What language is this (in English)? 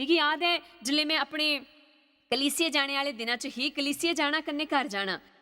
Dogri